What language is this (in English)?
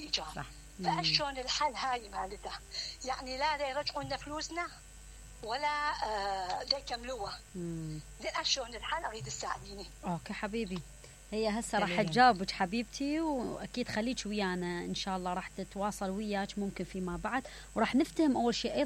Mesopotamian Arabic